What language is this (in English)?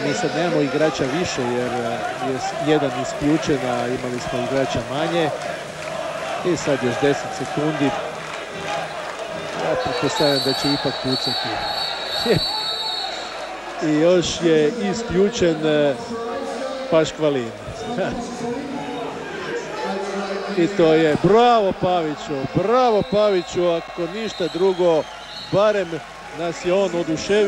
Croatian